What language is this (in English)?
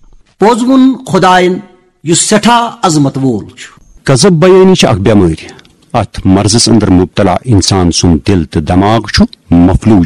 Kashmiri